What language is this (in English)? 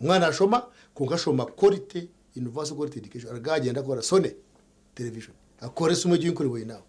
Nyankole